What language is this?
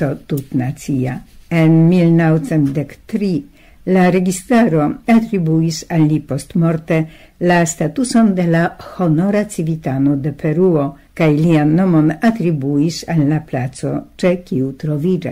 Esperanto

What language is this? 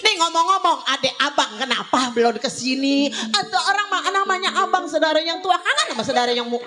Betawi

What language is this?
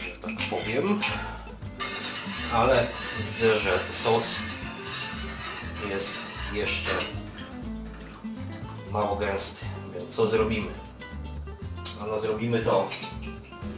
Polish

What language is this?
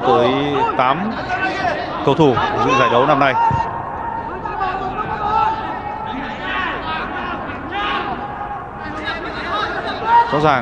Vietnamese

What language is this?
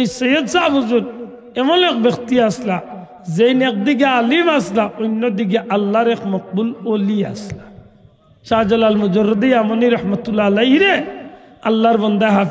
Sylheti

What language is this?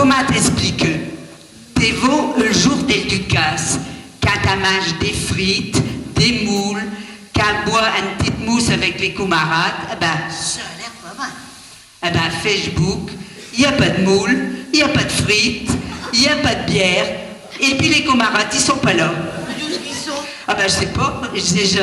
Picard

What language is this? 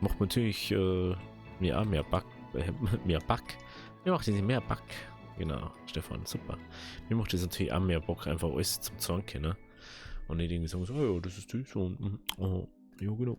Bavarian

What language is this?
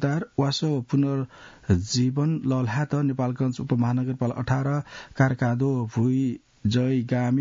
Newari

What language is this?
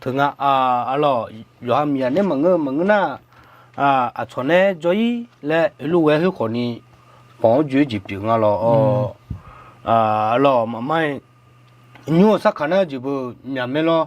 Akha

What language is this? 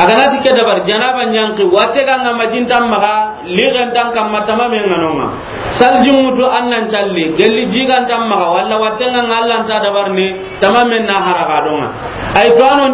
Soninke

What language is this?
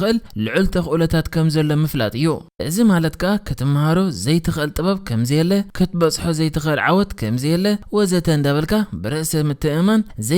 Tigrinya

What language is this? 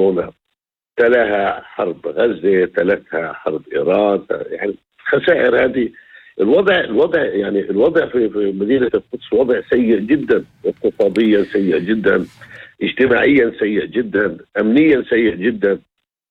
North Levantine Arabic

